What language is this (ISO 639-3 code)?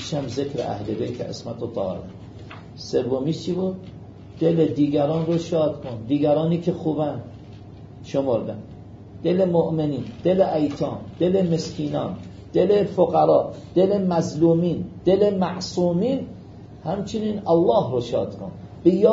fas